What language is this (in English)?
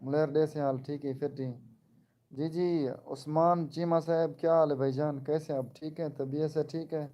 Saraiki